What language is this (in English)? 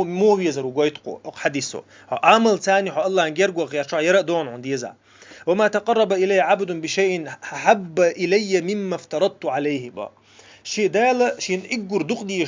Chechen